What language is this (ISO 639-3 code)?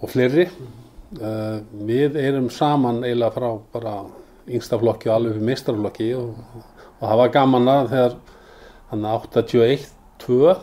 isl